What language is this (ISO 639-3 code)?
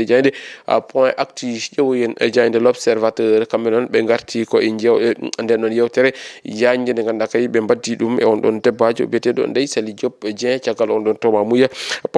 ful